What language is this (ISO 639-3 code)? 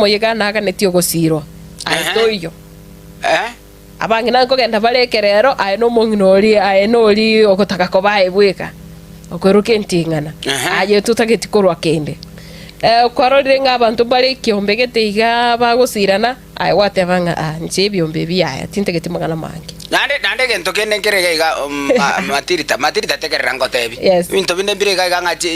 guz